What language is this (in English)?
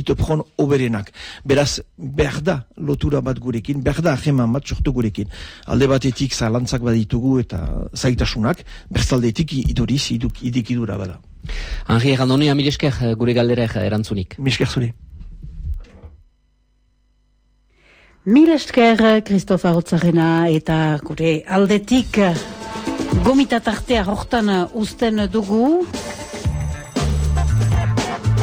Basque